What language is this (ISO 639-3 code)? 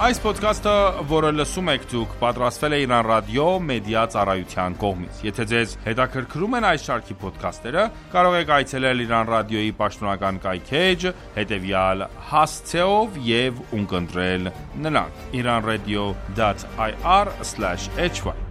hye